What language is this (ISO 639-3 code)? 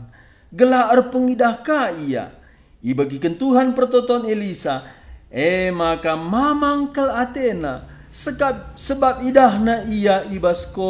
btx